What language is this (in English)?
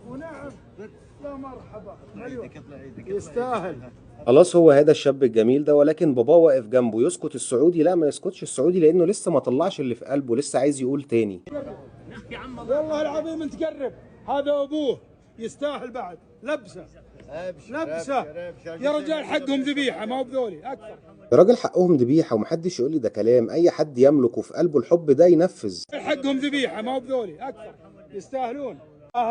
Egyptian Arabic